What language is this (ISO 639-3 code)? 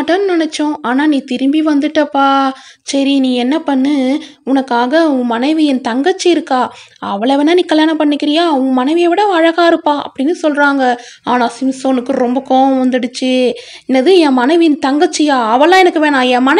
tam